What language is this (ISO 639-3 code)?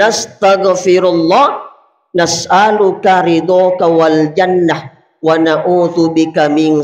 bug